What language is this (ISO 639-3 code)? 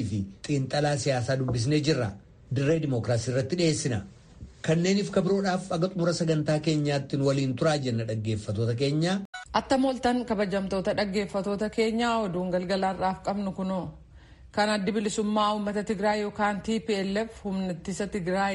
orm